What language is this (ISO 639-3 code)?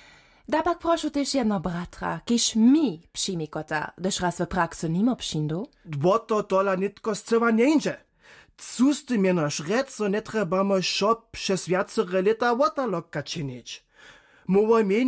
hsb